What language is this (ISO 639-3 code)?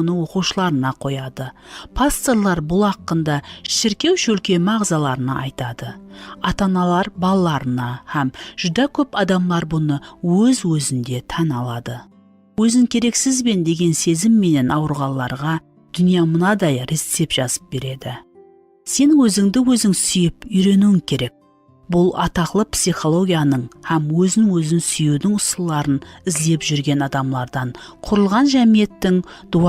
kaa